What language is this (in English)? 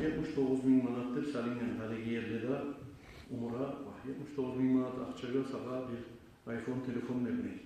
Kumyk